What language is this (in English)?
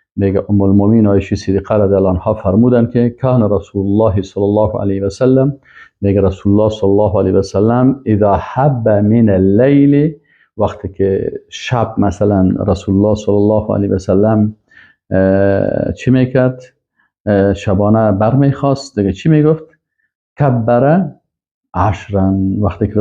Persian